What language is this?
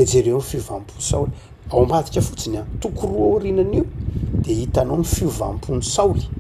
Malagasy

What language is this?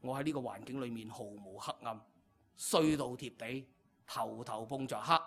Cantonese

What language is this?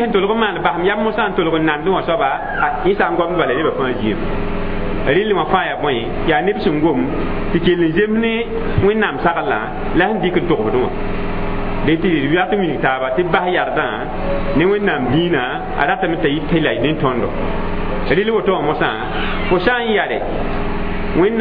Mossi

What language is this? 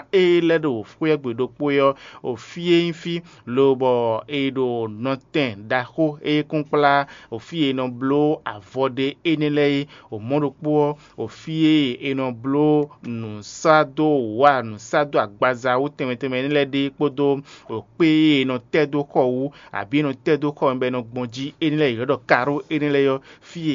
Fon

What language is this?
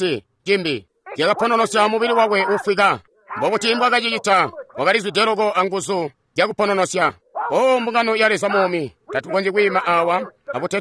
Tonga (Zambia)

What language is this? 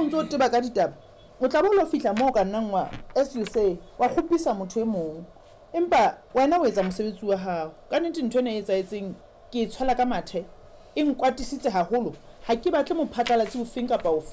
Southern Sotho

